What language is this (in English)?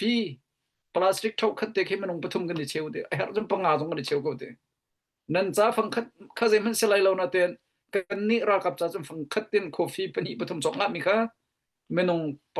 Hakha Chin